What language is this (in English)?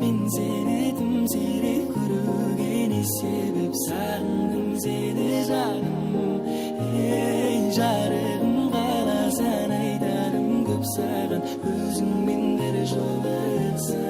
Kara-Kalpak